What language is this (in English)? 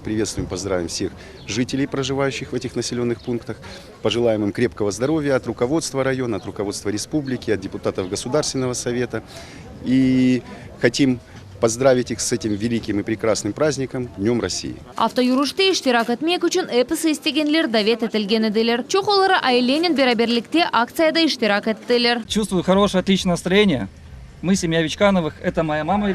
Crimean Tatar